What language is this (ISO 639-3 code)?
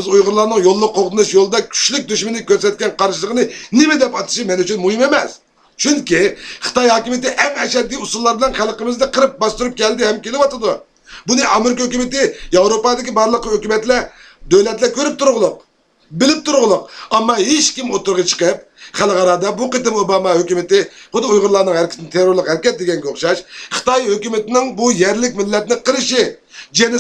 uig